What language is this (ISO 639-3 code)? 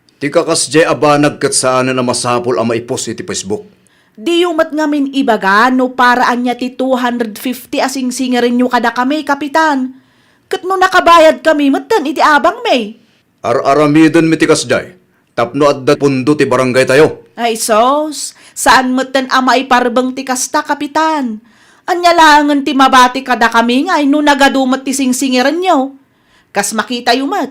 ilo